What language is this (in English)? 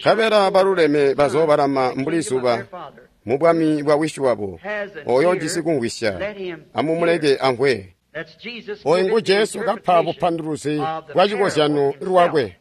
Tonga (Zambia)